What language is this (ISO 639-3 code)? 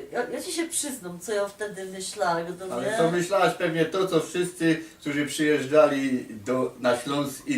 szl